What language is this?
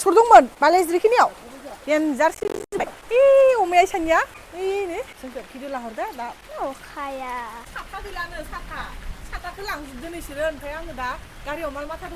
Bodo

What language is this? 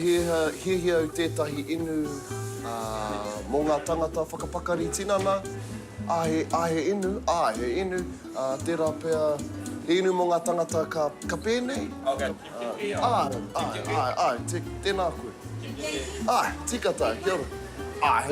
Māori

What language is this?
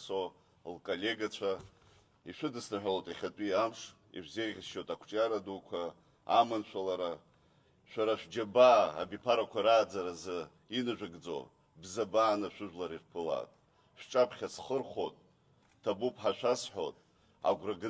Abkhazian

